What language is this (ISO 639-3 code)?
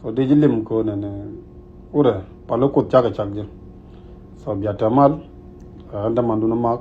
nus